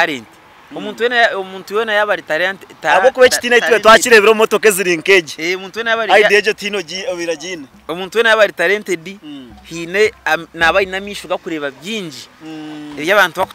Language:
Nyankole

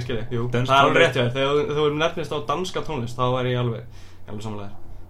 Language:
Icelandic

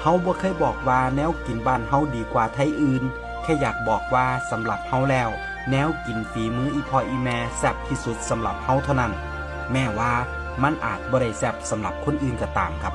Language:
Northeastern Thai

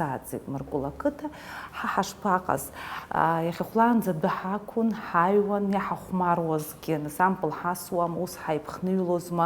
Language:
Abkhazian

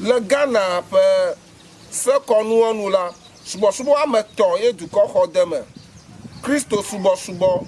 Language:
Ewe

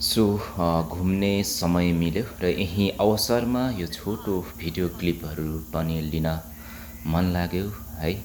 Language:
Nepali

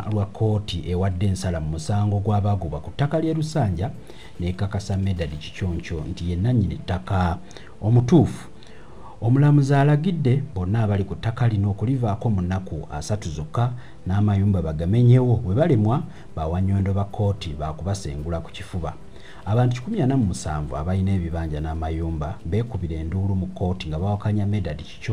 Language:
Ganda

